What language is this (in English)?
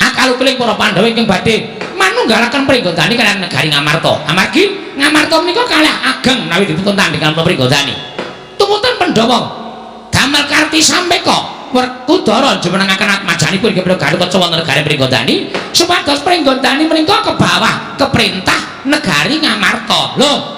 Javanese